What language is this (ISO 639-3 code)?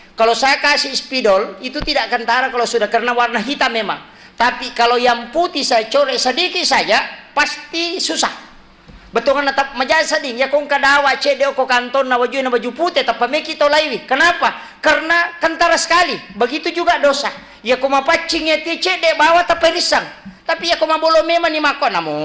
bug